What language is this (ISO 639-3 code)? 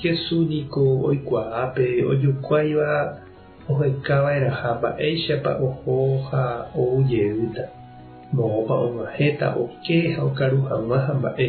grn